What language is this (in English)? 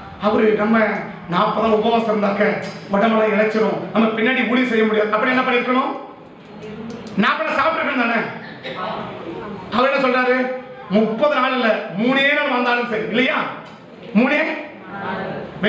Tamil